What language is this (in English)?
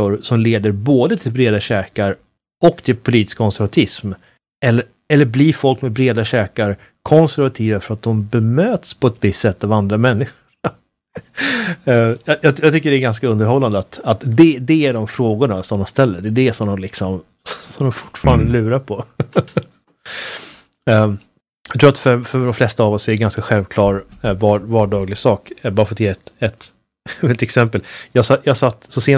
Swedish